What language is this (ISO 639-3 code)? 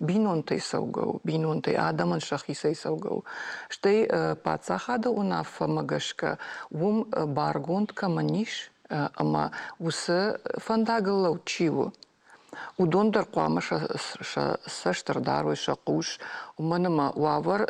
oss